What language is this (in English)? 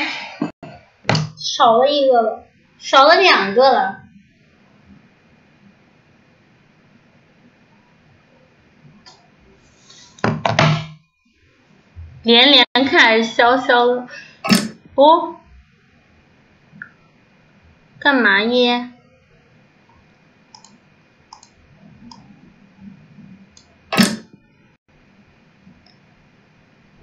Chinese